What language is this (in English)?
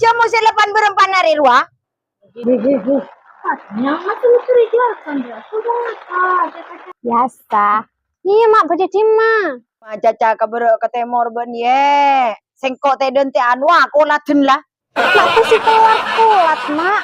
Madurese